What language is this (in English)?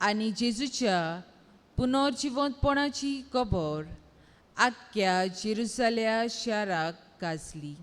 Konkani